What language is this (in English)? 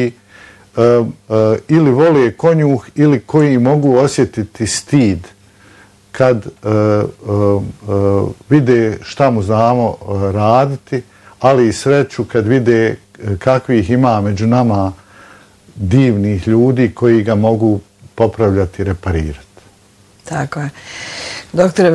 Bosnian